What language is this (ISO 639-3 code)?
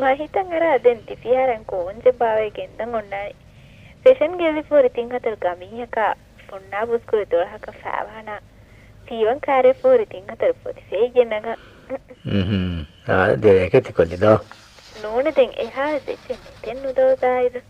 div